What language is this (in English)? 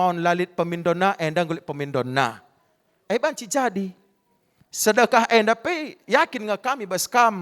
Batak Karo